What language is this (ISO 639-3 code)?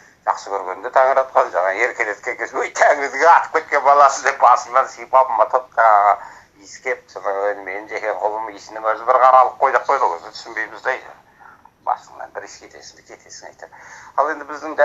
kaz